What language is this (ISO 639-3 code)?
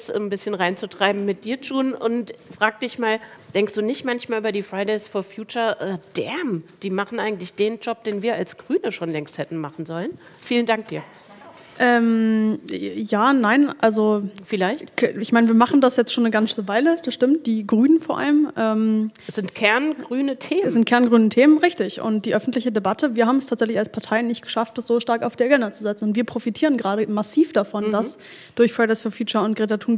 deu